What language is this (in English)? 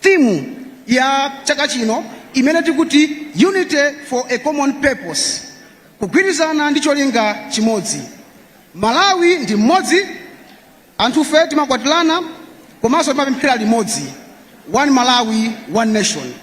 Nyanja